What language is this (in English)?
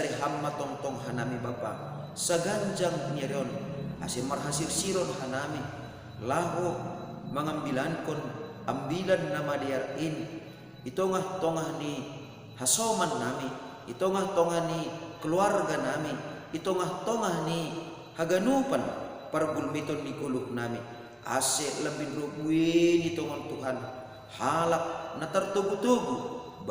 Batak Simalungun